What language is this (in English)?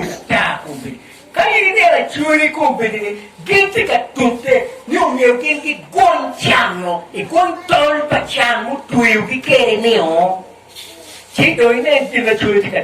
Acoli